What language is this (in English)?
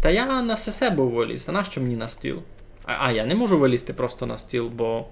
Rusyn